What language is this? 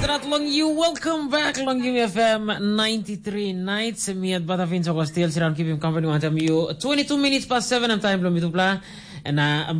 Tok Pisin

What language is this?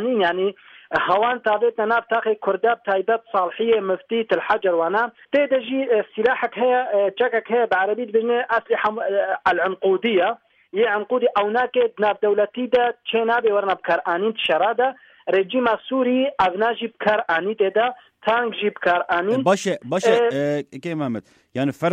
Kurdish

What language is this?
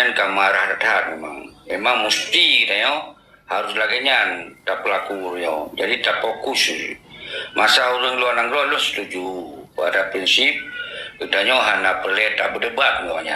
Achinese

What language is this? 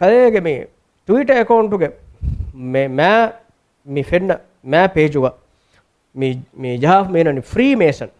Divehi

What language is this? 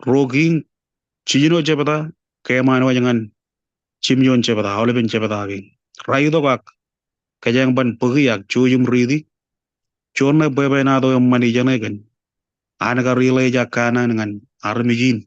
Marshallese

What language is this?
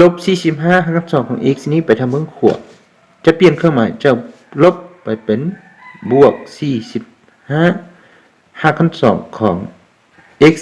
Lao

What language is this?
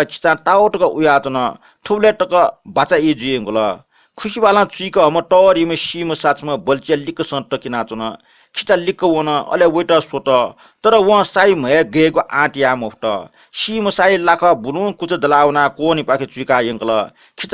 Newari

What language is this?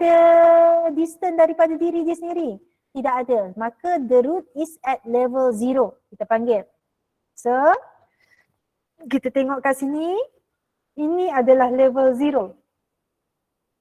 Malay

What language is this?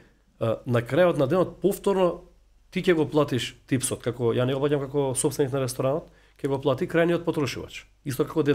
Macedonian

